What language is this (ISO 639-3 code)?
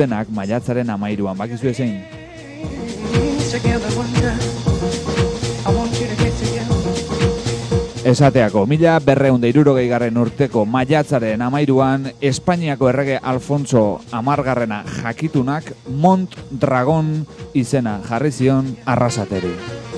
eus